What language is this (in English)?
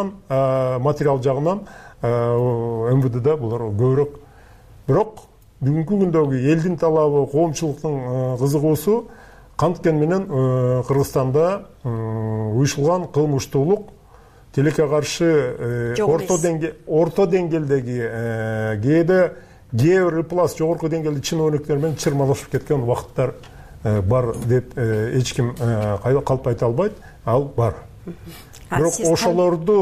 Kyrgyz